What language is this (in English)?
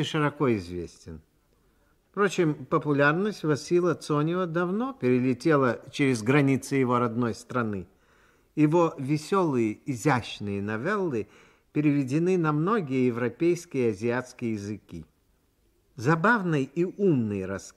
Russian